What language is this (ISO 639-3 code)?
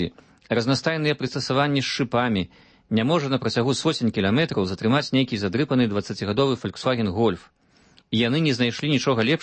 bel